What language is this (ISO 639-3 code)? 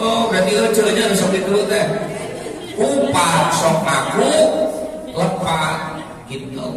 sun